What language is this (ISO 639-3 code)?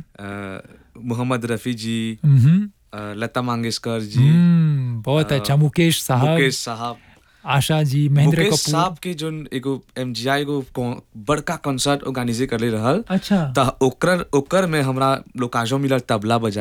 bho